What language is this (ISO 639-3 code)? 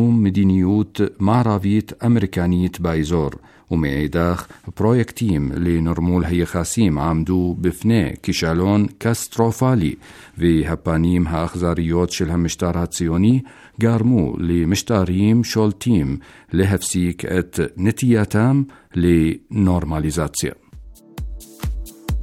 heb